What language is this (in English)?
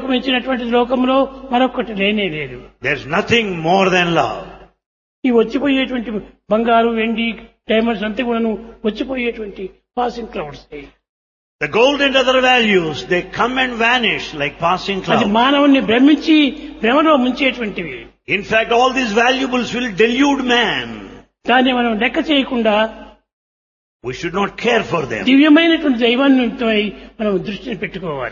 Telugu